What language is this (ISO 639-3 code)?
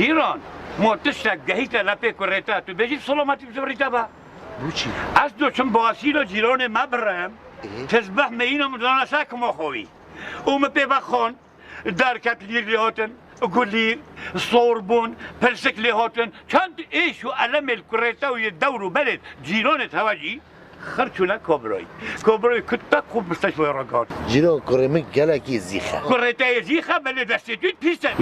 kur